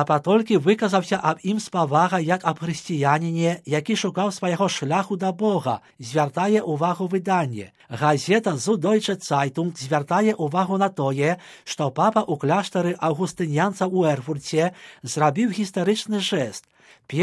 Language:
Belarusian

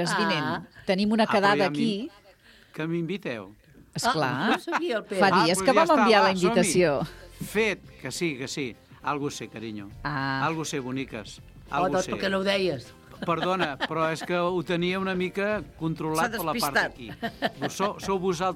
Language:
Catalan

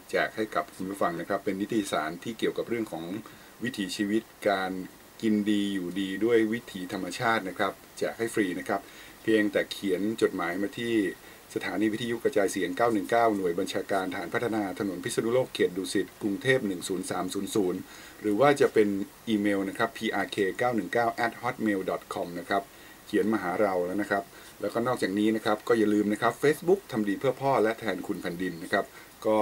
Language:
Thai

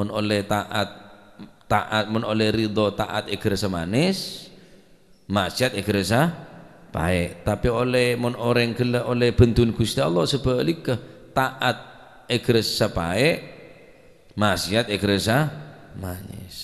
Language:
Madurese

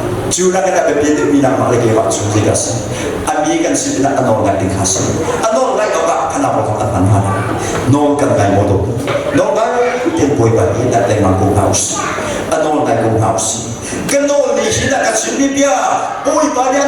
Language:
Hakha Chin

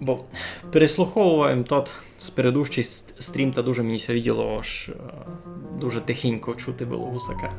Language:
Rusyn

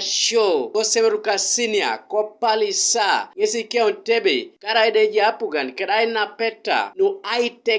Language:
Teso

